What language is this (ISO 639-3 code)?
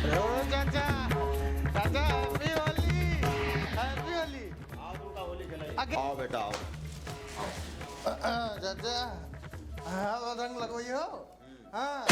awa